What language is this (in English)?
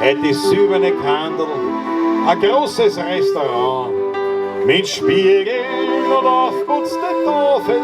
Bavarian